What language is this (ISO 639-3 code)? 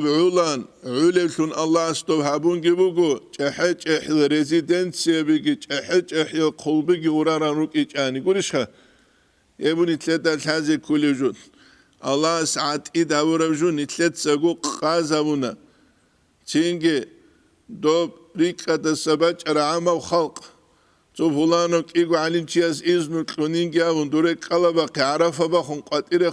ava